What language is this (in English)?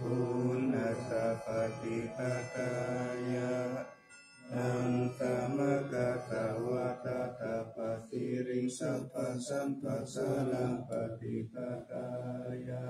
Pali